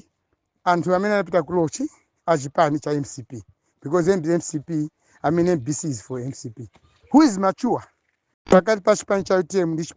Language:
Nyanja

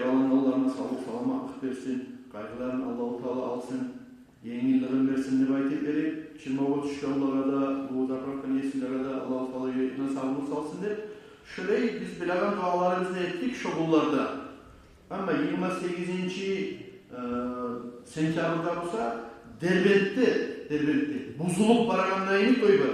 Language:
Kumyk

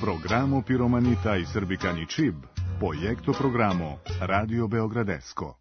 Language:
Serbian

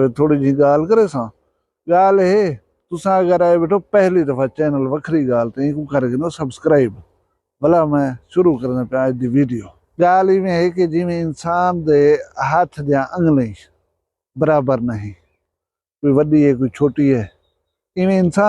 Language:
Saraiki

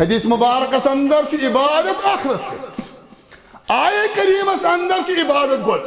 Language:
Kashmiri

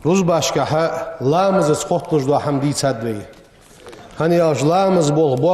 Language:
Ingush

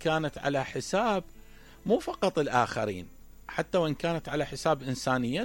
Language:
Mesopotamian Arabic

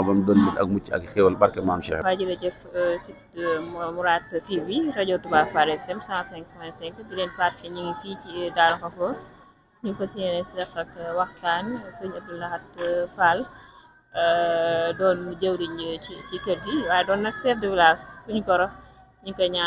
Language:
Wolof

